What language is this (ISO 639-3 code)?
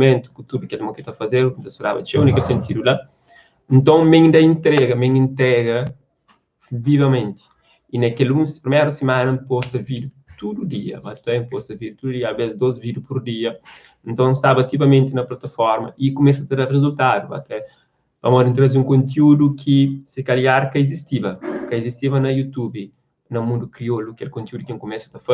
kea